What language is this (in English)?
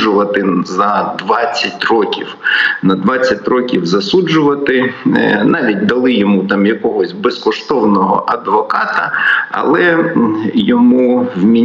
Ukrainian